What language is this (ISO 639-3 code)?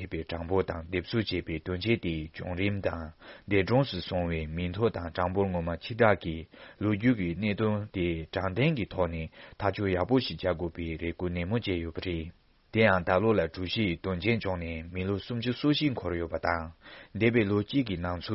bod